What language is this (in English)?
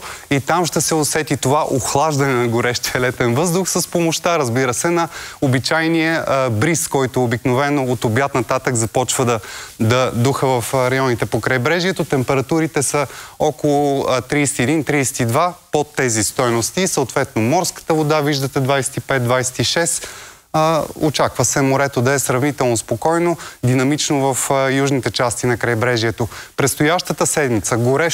Bulgarian